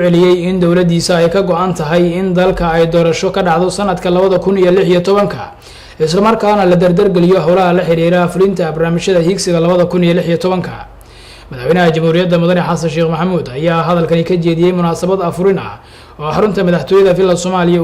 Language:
Somali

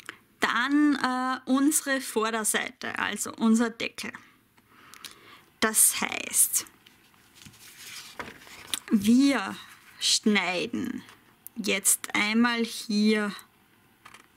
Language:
German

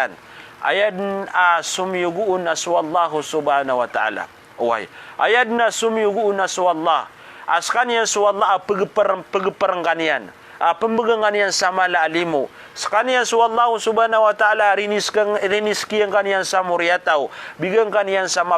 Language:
Maranao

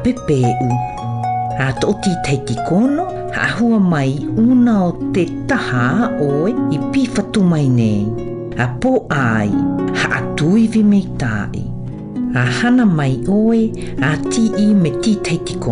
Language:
South Marquesan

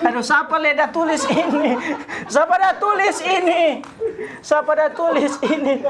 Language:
Manado Malay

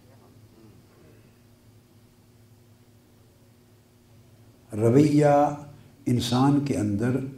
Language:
Urdu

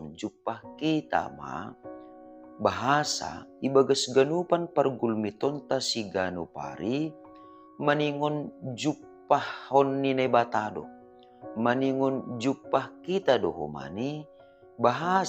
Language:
Batak Simalungun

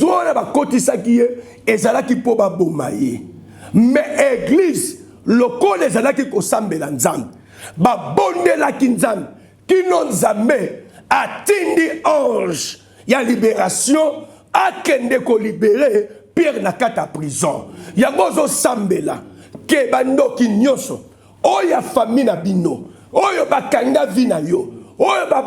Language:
Lingala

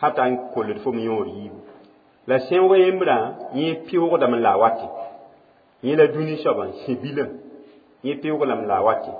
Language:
Mossi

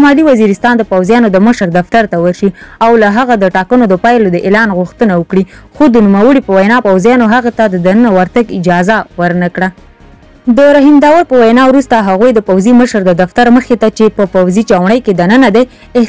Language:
Pashto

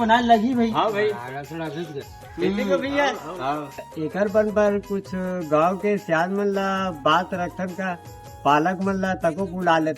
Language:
Chhattisgarhi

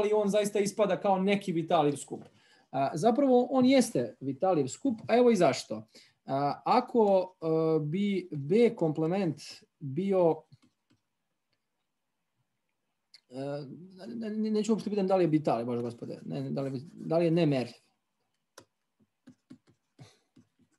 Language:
Serbian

